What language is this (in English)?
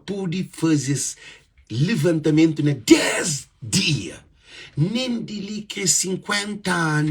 Kabuverdianu